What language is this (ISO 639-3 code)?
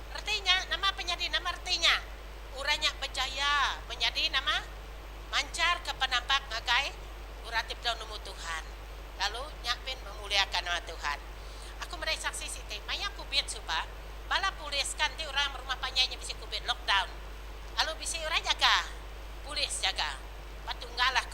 iba